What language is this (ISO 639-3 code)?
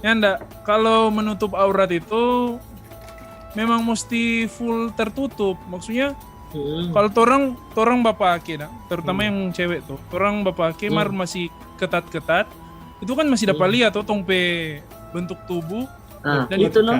xmm